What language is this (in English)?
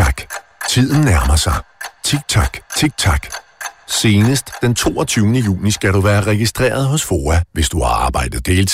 Danish